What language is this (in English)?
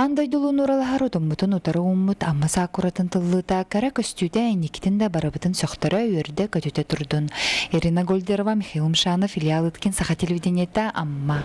Yakut